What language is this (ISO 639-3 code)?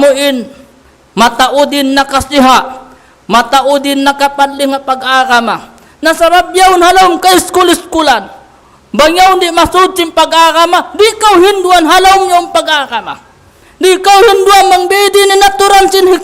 tsg